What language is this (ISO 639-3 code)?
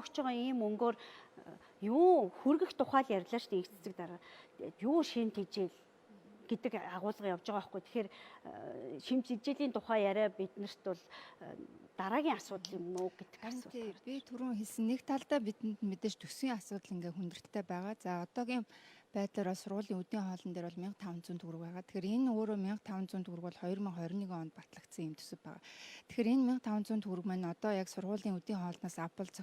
mon